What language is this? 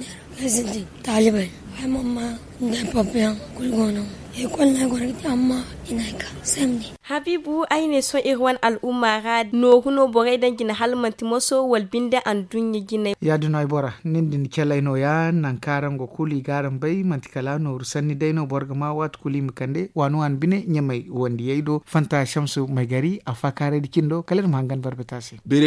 Zarma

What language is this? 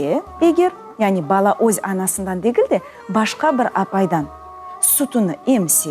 Crimean Tatar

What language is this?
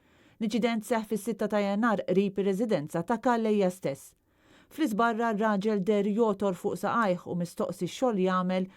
Maltese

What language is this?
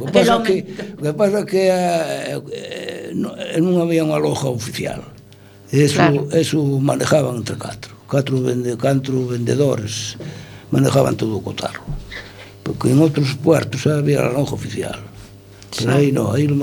Galician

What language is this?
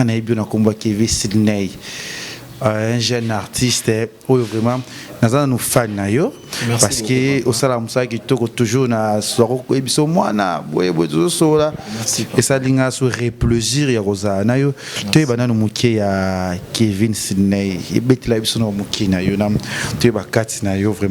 Lingala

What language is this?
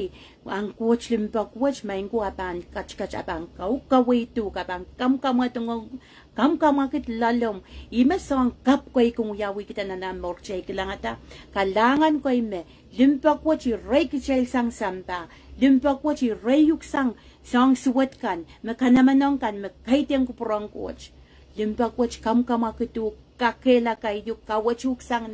Pohnpeian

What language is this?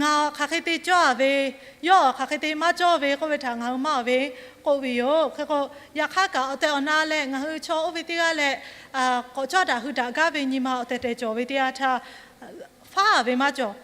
Lahu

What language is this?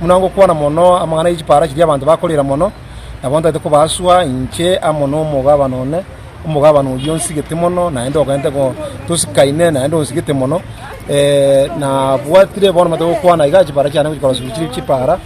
Gusii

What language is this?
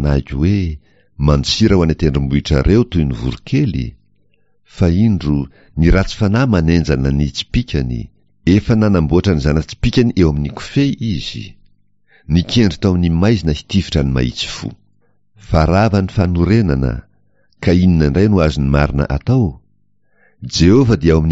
Malagasy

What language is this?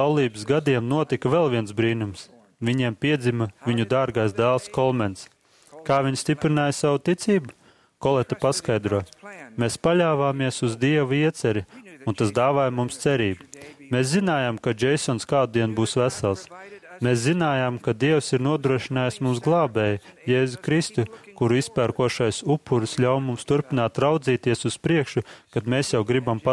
Latvian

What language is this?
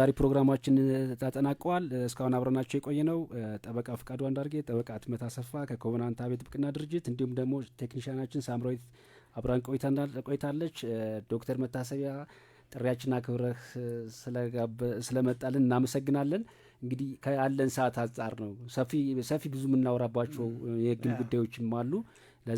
Amharic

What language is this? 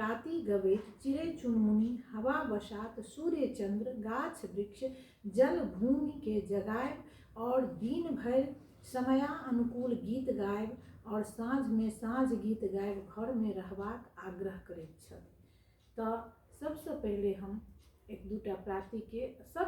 Maithili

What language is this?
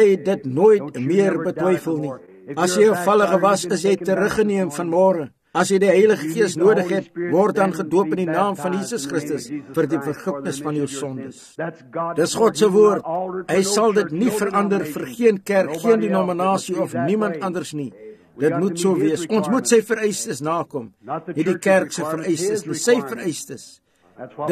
Afrikaans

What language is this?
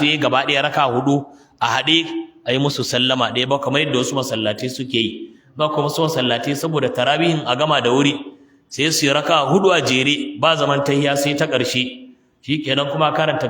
Hausa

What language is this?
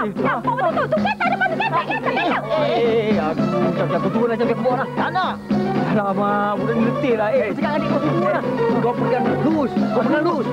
Malay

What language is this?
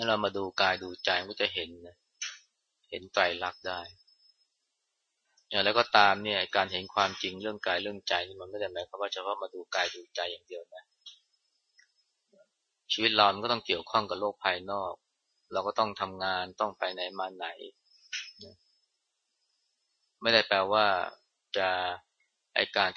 Thai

